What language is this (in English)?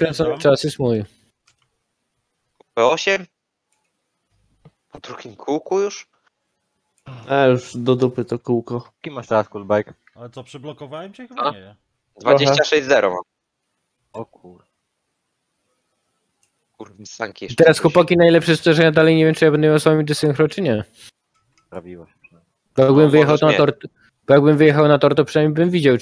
Polish